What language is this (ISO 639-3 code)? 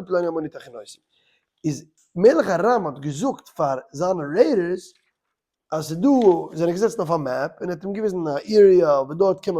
yid